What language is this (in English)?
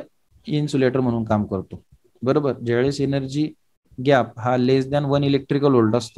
Marathi